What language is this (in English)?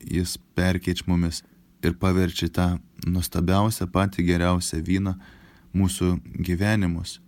Lithuanian